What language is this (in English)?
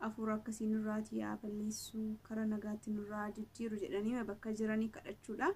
Oromo